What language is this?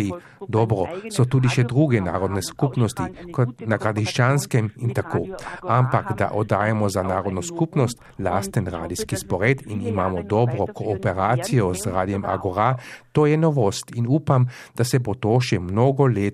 Slovenian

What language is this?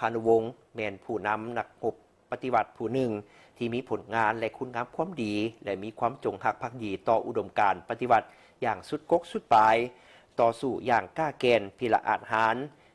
Lao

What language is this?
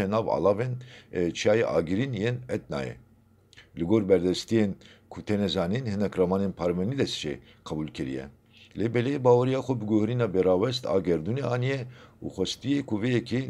Kurdish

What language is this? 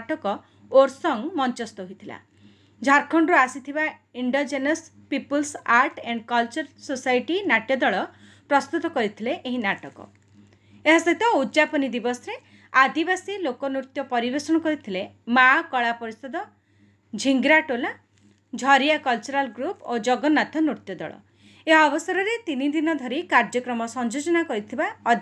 Odia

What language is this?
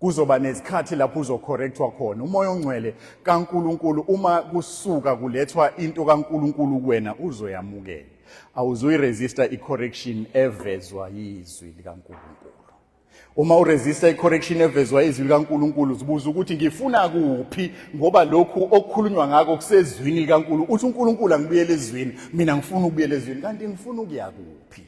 Zulu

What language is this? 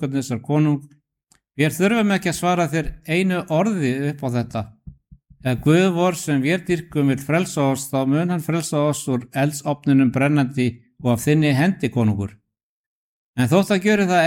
Icelandic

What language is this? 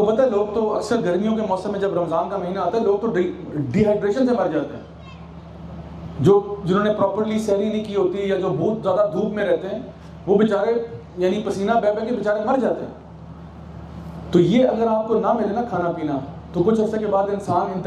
Urdu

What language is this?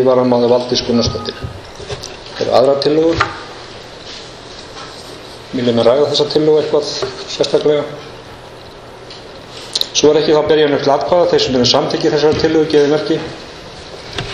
Icelandic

